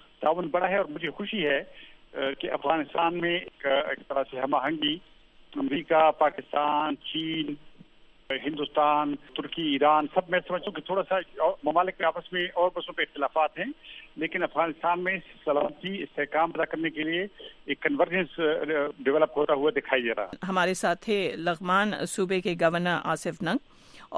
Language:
Urdu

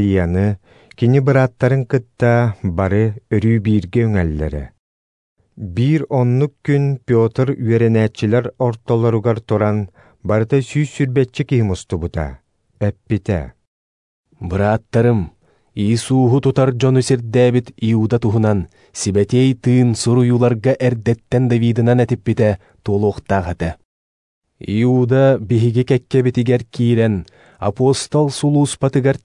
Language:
Yakut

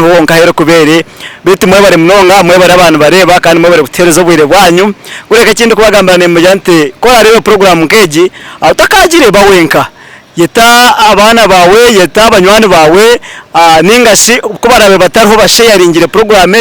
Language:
Nyankole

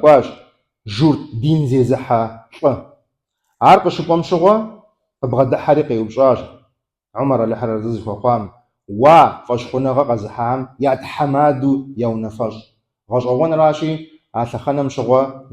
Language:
Kabardian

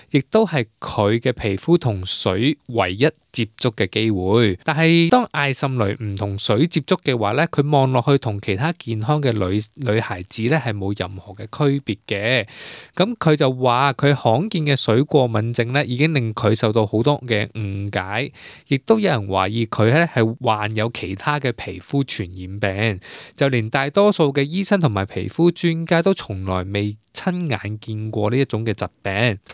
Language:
Cantonese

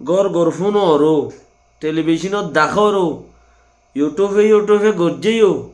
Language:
Rohingya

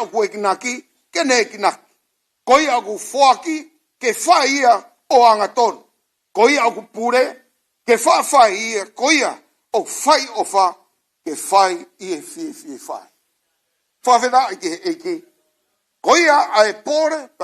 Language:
Tongan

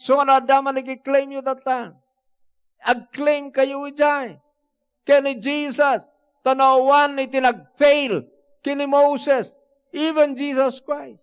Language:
Iloko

